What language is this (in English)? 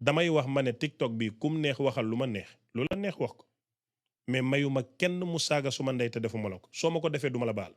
Wolof